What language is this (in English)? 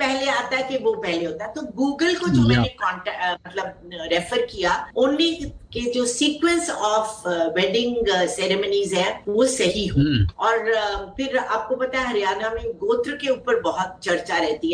Hindi